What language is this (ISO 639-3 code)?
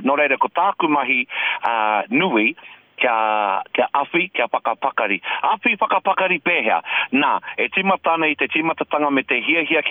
mri